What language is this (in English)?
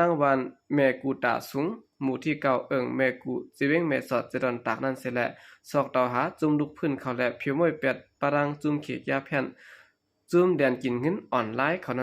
Shan